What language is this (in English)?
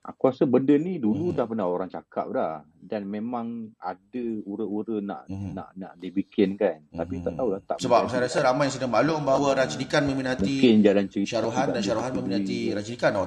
Malay